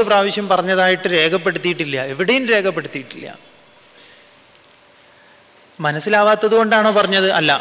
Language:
Malayalam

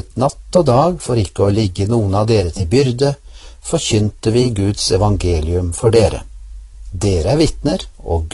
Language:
Norwegian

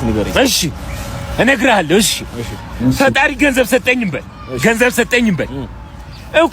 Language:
Amharic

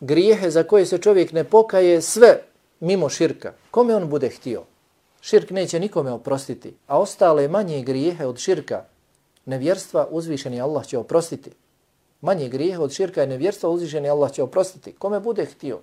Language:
Bosnian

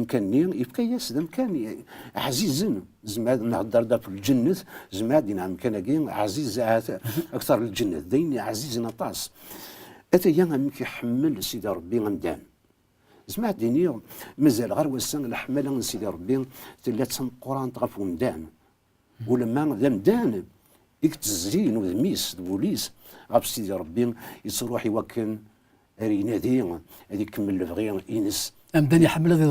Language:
Kabyle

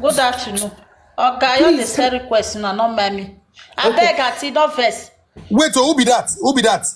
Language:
Nigerian Pidgin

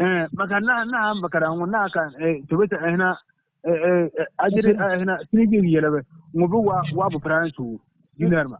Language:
Bissa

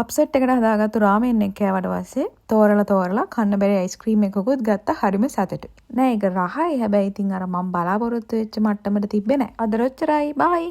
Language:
Sinhala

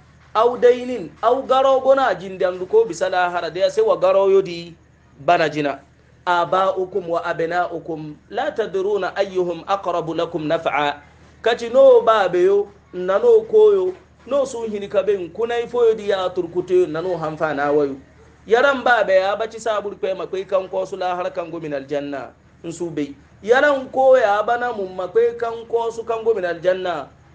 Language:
Hausa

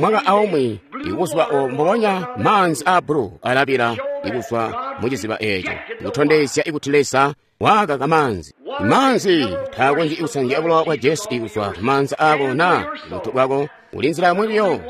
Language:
Tonga (Zambia)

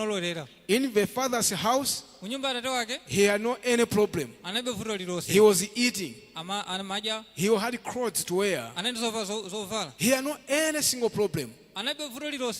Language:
Nyanja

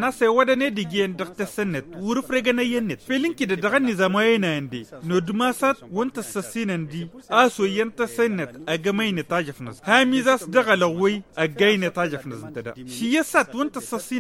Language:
Tamasheq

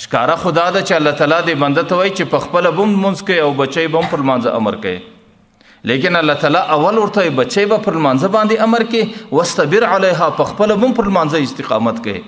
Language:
Pashto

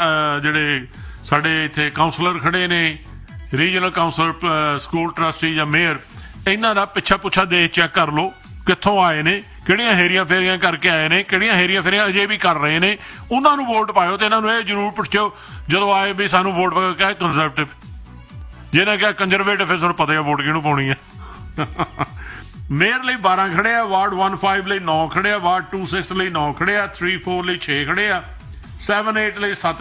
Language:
Punjabi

